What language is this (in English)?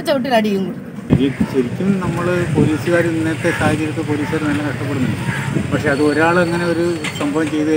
Malayalam